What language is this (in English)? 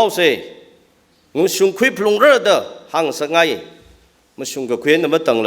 Tangkhul Naga (India)